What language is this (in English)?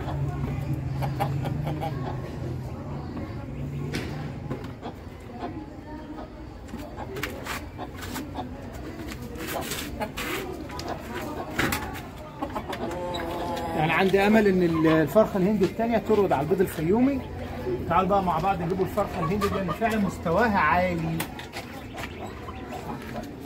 Egyptian Arabic